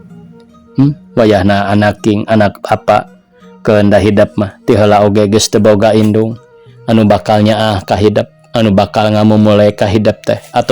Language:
Sundanese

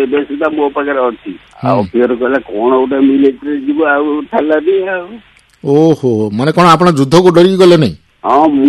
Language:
Odia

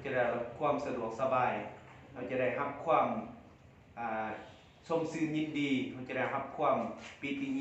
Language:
Lao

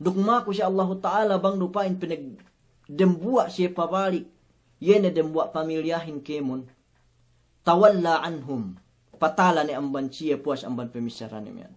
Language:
Yakan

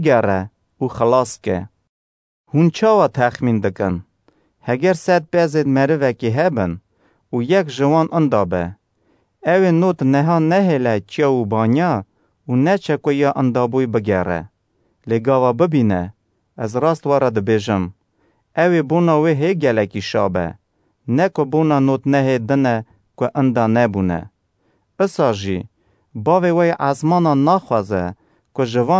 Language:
Kurdish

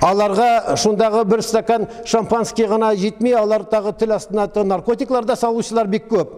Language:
Tatar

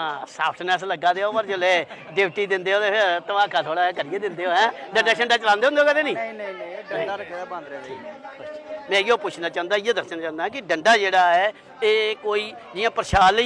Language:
Dogri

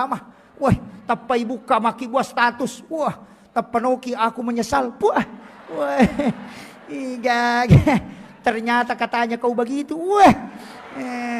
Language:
Buginese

